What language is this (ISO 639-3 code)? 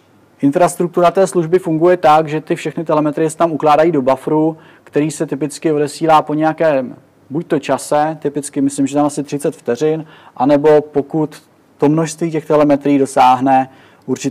ces